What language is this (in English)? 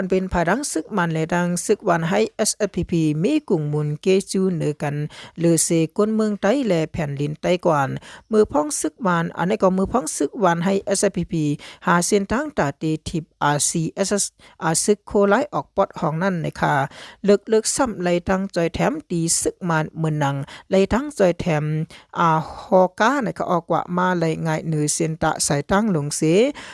Shan